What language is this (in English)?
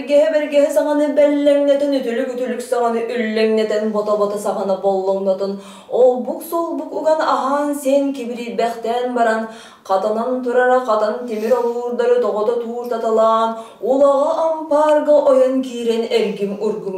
Yakut